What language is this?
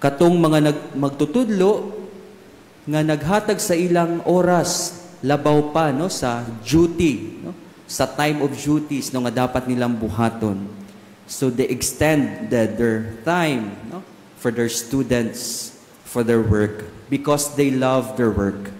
Cebuano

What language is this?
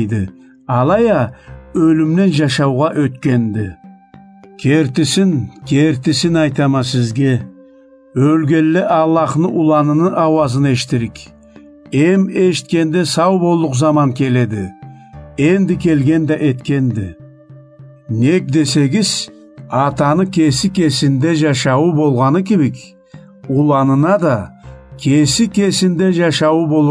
Karachay-Balkar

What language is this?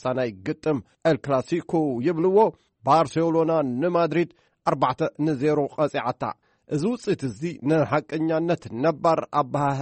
Tigrinya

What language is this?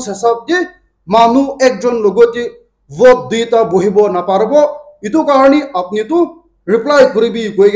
Naga Pidgin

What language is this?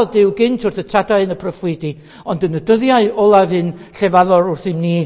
Welsh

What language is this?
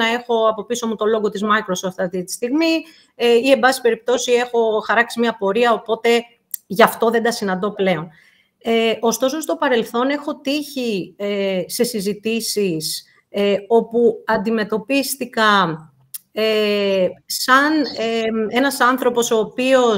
Greek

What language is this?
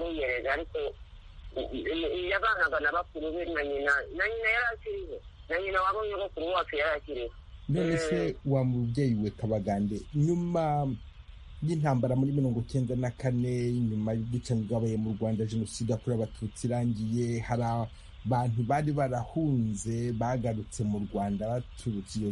Kinyarwanda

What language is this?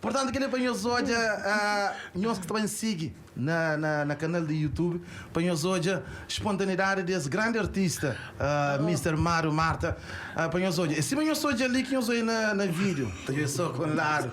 Kabuverdianu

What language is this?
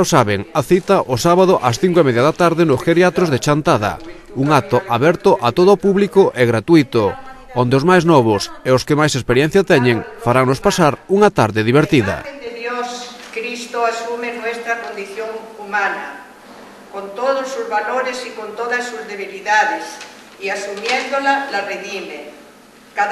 Galician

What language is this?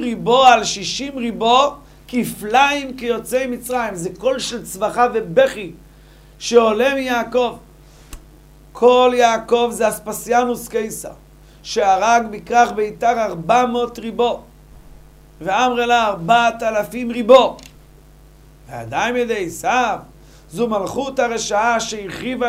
Hebrew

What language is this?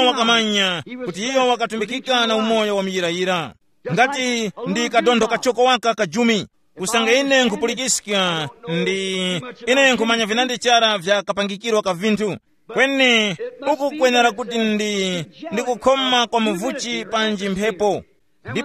Tumbuka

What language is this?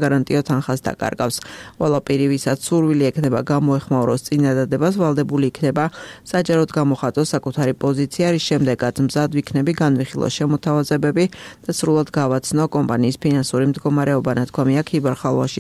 Georgian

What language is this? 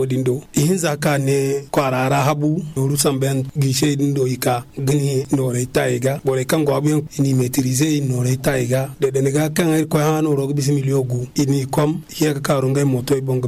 Zarma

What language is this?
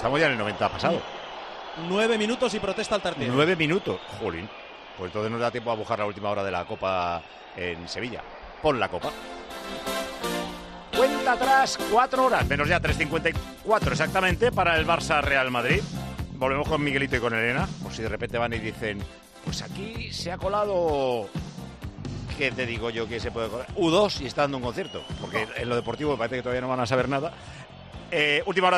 Spanish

